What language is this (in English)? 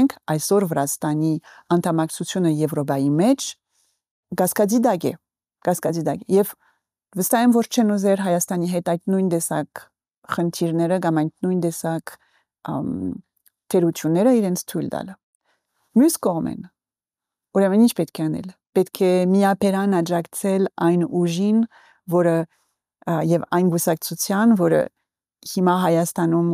Armenian